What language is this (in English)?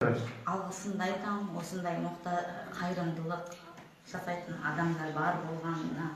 Kazakh